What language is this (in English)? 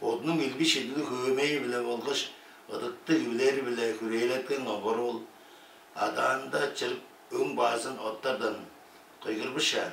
Tuvinian